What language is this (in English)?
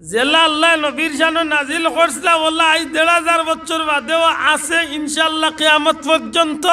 Sylheti